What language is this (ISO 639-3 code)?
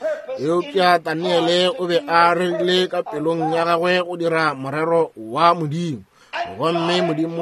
nso